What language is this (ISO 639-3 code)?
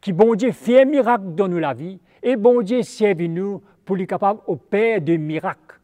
mfe